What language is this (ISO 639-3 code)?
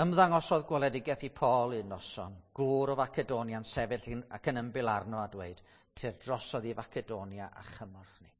cym